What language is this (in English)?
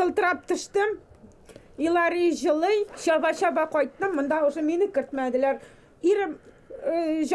Tatar